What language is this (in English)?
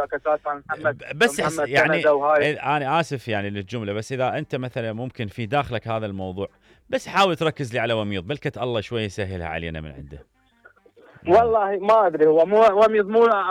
Mesopotamian Arabic